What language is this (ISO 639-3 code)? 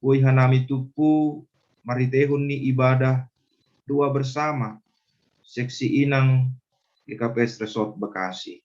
bts